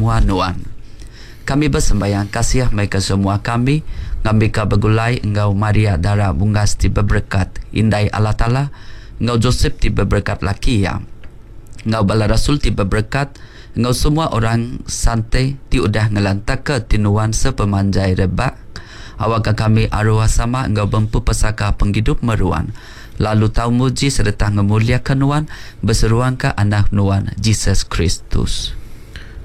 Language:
Iban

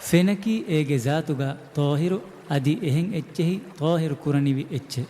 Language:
Divehi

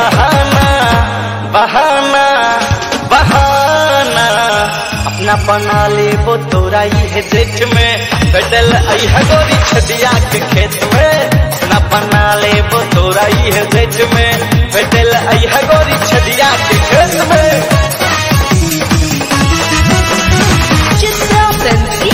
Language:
Bhojpuri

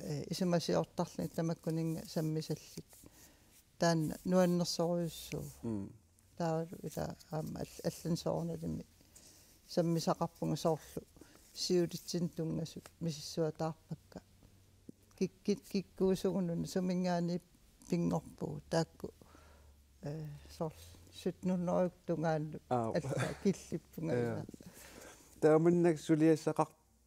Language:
Kalaallisut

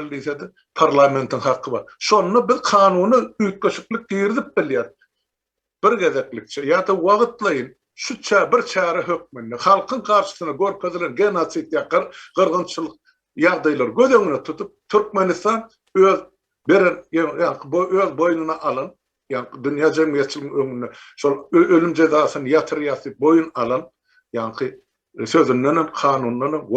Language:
Turkmen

